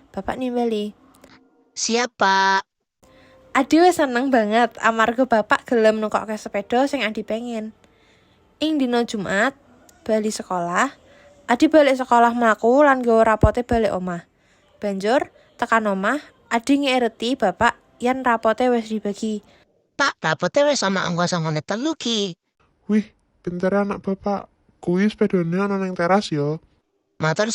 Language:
Javanese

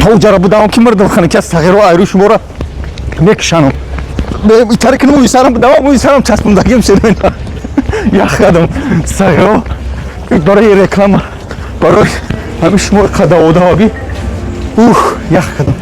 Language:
Tajik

